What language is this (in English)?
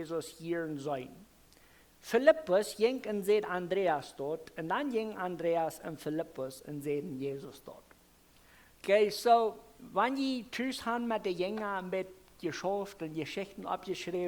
Plautdietsch